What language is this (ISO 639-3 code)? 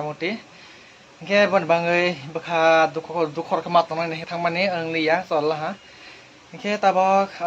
trp